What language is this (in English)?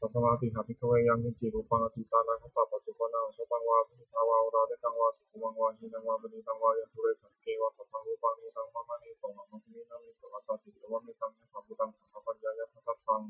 Pali